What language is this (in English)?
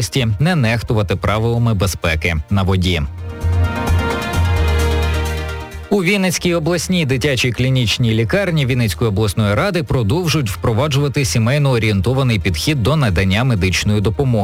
Ukrainian